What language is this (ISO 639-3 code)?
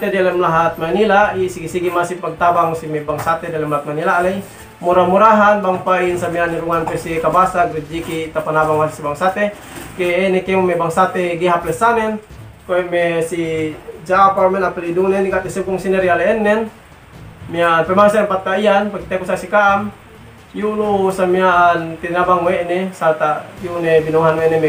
yka